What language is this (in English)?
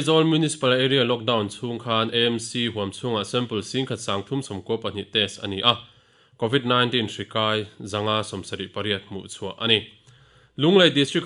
Mizo